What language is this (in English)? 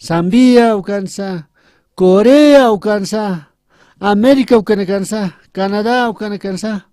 Aymara